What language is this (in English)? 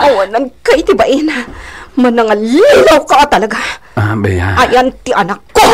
Iloko